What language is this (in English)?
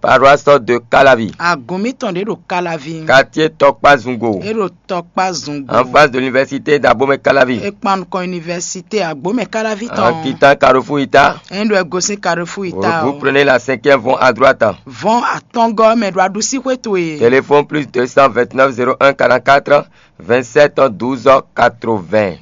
Fon